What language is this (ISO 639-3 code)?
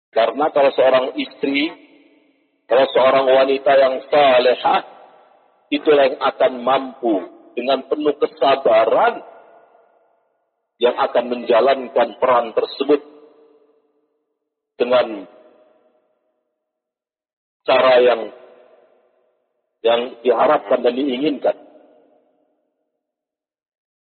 ind